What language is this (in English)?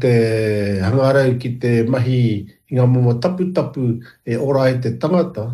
Māori